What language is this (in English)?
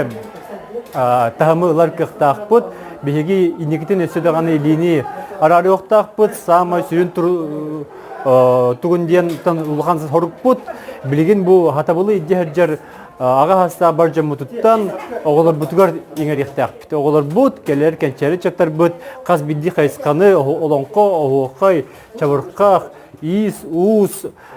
Yakut